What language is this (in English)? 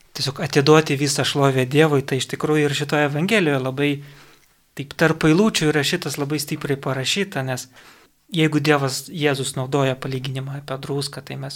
Lithuanian